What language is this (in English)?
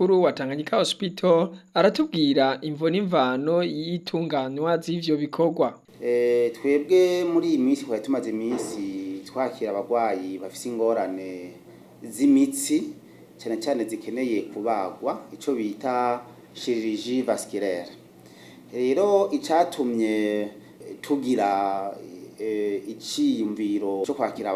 Rundi